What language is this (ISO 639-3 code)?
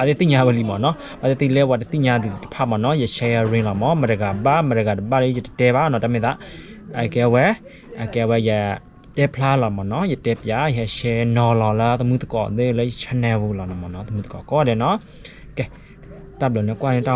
ksw